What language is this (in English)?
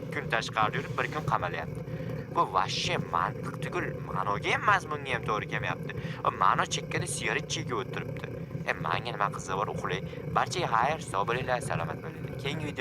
Uzbek